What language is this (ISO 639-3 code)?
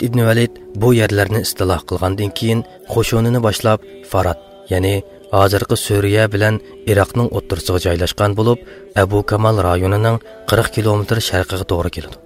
uig